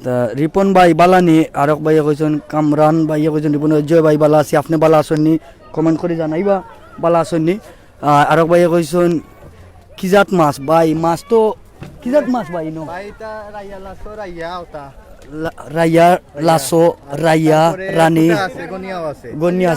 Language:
Sylheti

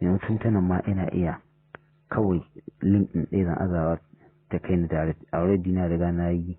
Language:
Hausa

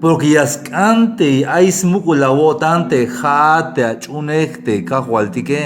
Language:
Tzeltal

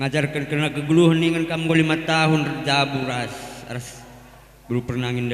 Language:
Batak Karo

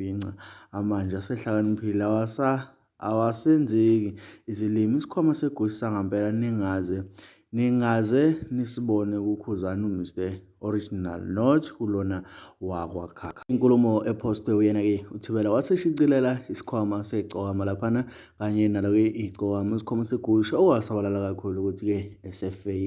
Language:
Zulu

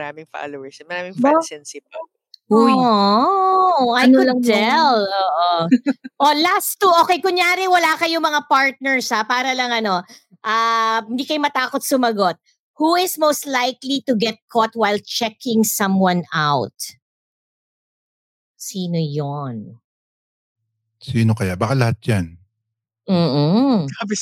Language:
Filipino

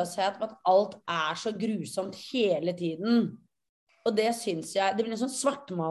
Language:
Norwegian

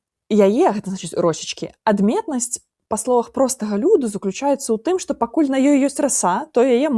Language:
Belarusian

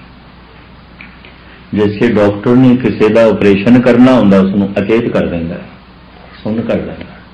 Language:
Punjabi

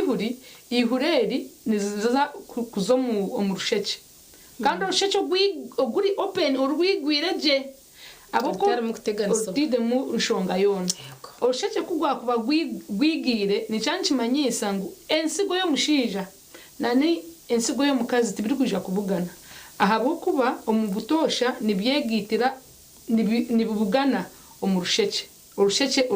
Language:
Nyankole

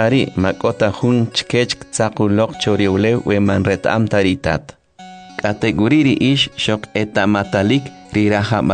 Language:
Kʼicheʼ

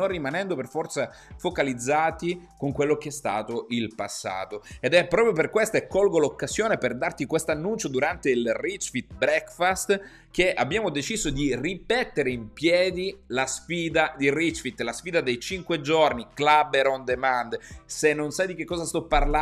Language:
Italian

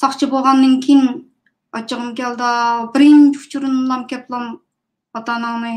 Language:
Uyghur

